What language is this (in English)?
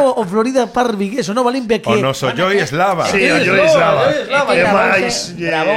Galician